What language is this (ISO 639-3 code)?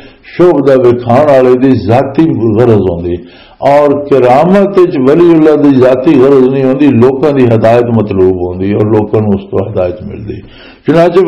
lah